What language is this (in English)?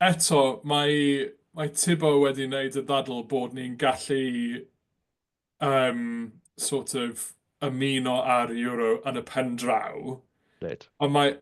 Welsh